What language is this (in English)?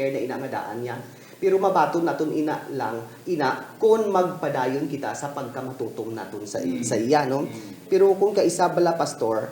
Hiligaynon